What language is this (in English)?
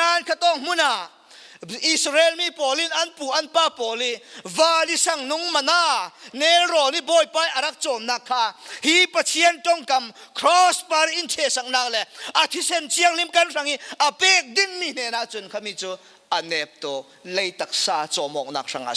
Falam Chin